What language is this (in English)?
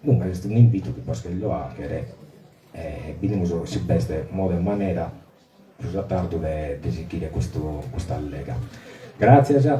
Sardinian